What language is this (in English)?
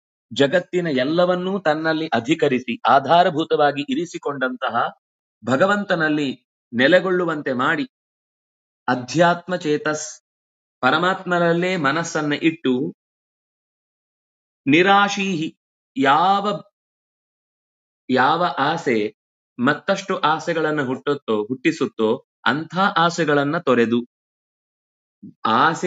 Kannada